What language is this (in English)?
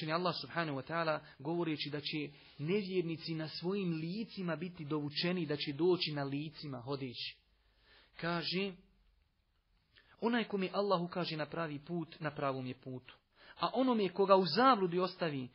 Bosnian